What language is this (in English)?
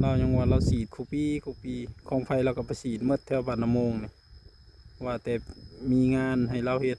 Northeastern Thai